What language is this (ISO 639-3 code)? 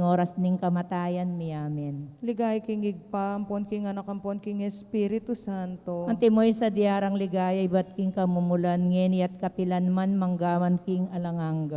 pam